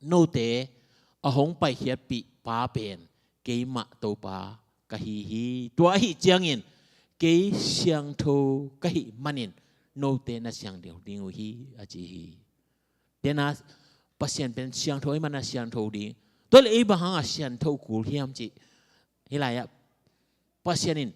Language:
Tedim Chin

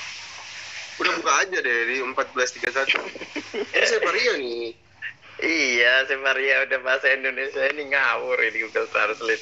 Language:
Indonesian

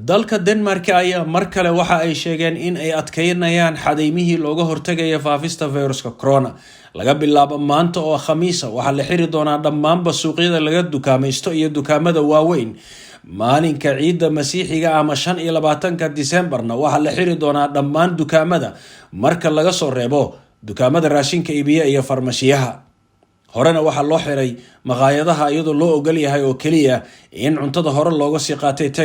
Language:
Somali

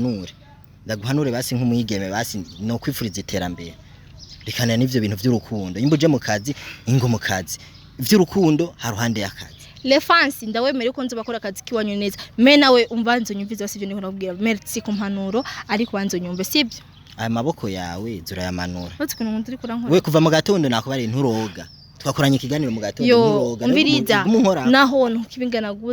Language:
Rundi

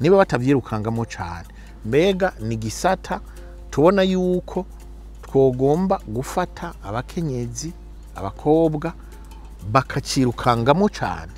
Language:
Rundi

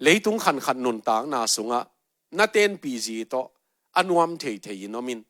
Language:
Tedim Chin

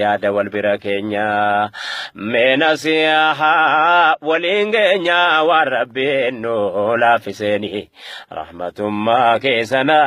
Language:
Oromo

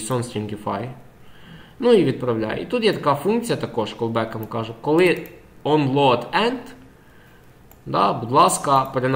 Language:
Ukrainian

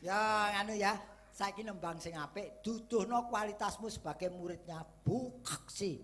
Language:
Javanese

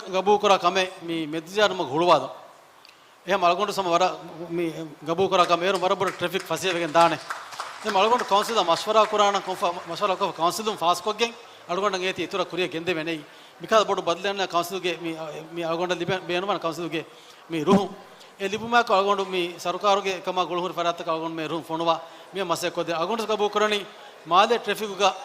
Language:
Divehi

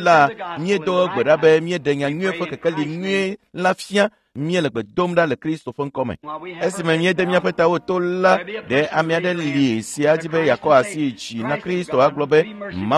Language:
Ewe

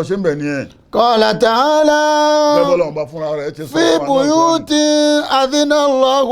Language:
Yoruba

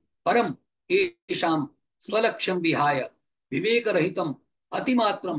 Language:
Sanskrit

